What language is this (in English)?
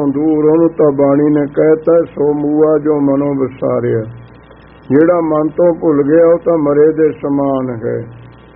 Punjabi